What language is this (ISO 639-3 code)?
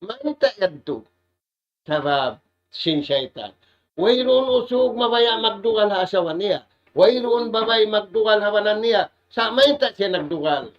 tsg